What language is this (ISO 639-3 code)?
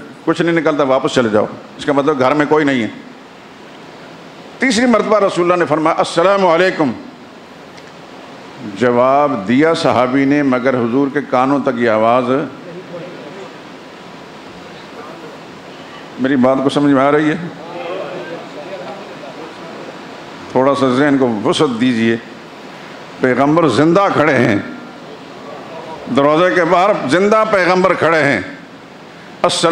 urd